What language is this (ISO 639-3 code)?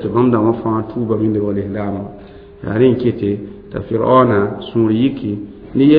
mos